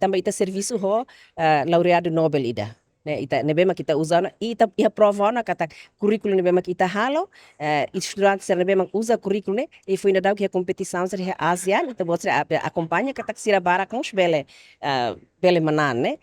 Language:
Tetum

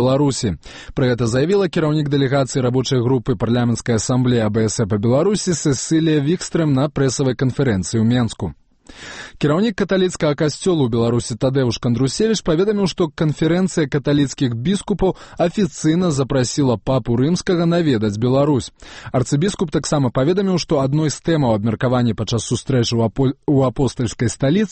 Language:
Belarusian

